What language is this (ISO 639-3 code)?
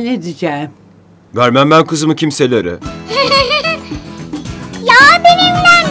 tur